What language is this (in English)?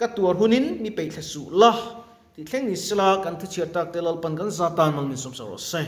Mizo